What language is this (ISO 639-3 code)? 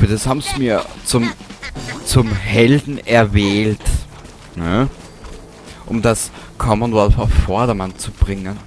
bar